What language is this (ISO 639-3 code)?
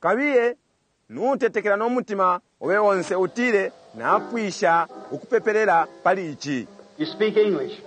bem